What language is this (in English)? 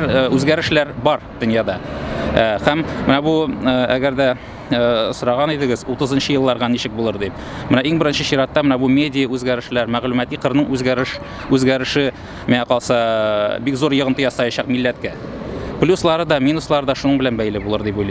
Tatar